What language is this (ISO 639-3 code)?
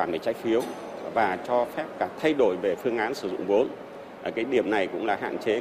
vie